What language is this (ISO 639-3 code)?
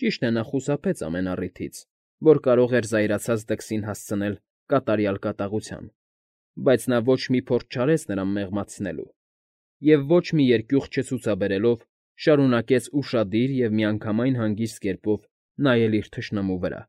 hye